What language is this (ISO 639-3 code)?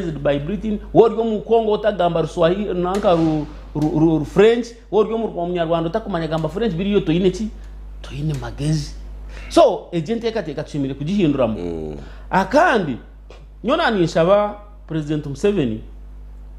nyn